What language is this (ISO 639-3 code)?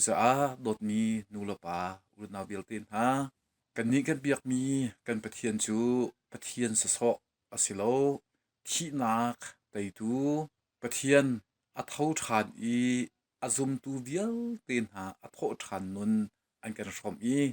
cnh